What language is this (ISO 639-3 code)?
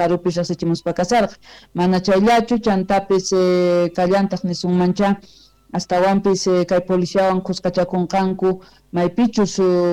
quh